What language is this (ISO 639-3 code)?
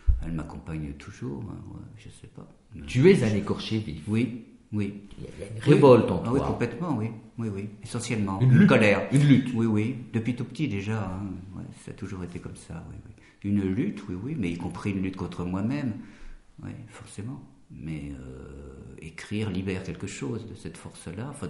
fra